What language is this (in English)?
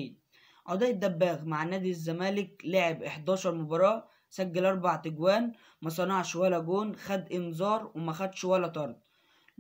Egyptian Arabic